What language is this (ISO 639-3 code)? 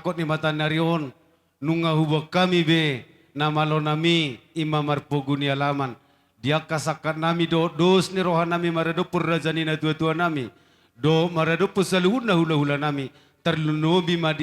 bbc